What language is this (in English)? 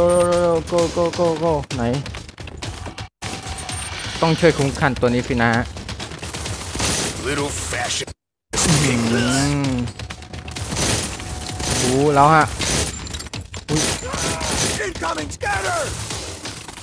Thai